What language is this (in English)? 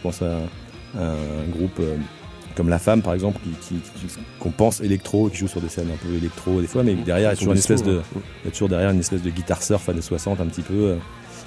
French